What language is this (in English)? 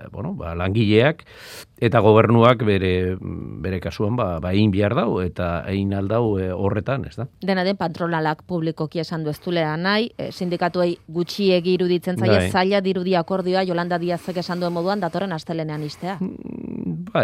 Basque